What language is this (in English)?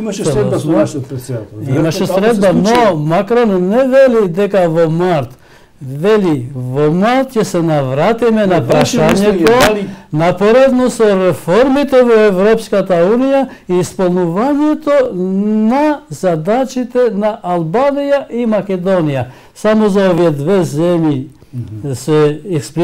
Macedonian